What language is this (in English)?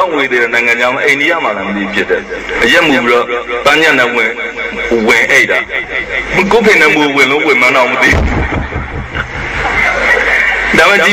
Burmese